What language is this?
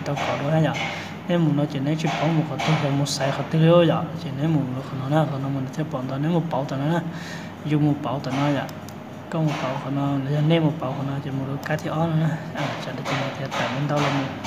Hmong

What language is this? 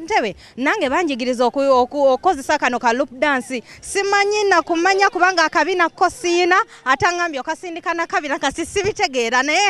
Ganda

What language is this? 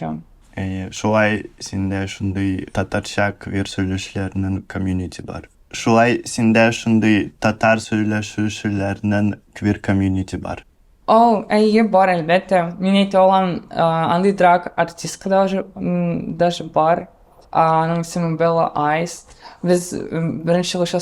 Tatar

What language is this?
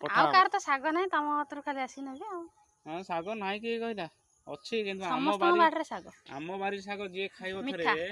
Odia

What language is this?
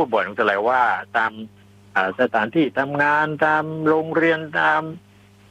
Thai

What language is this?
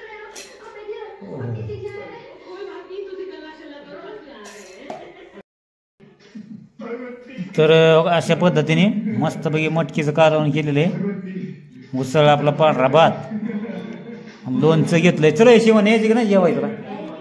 Marathi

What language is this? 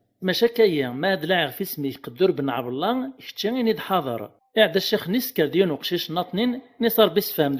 Kabyle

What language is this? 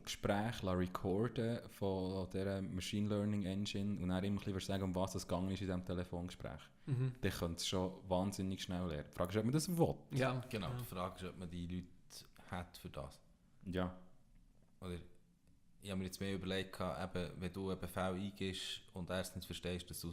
Swiss German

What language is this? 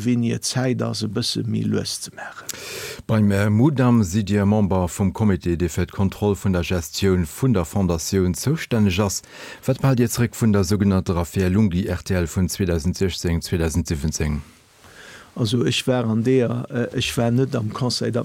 Luxembourgish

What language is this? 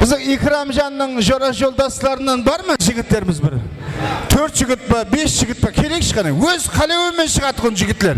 Kara-Kalpak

